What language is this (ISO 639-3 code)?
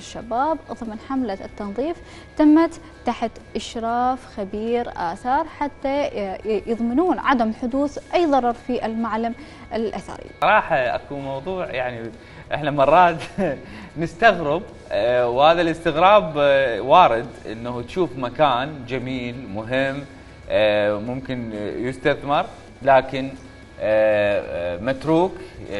acm